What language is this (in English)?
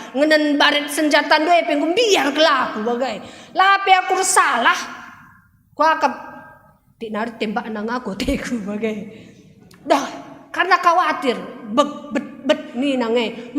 Batak Karo